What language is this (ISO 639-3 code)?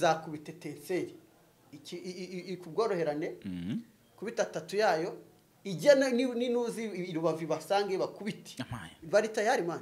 kin